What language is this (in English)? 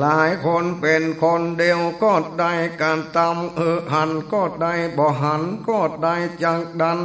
Northern Thai